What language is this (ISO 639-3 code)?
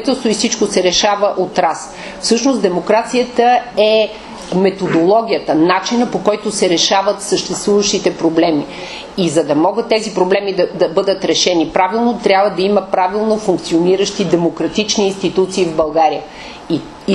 bul